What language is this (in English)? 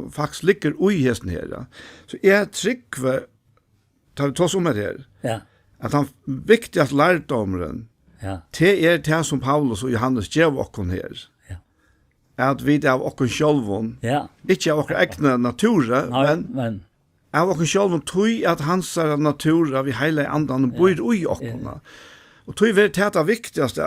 Faroese